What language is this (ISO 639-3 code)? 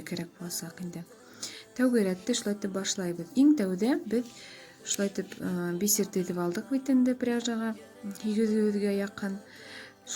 bak